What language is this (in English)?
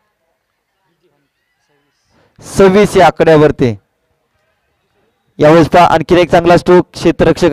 Marathi